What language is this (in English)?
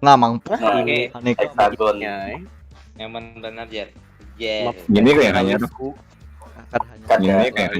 Banjar